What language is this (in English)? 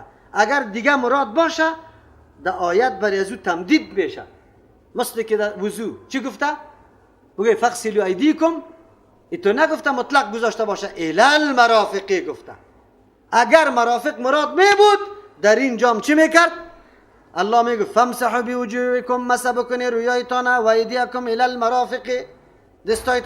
Persian